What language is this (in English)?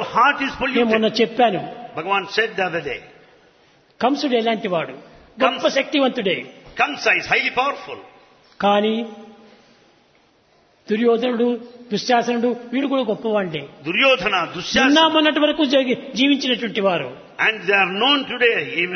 Telugu